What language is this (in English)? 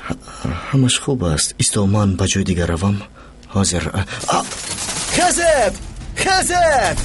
Tajik